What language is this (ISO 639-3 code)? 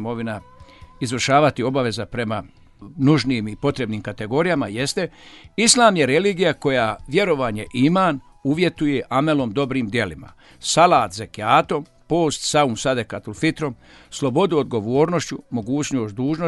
bos